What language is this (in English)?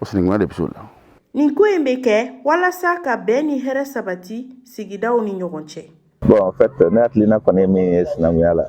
Bambara